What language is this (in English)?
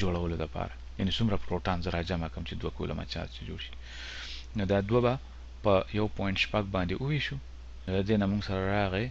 Pashto